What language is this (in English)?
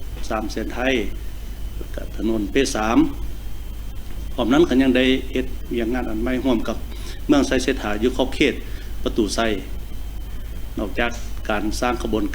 Lao